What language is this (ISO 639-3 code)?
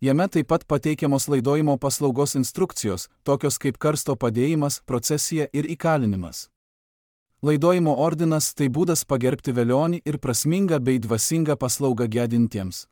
lit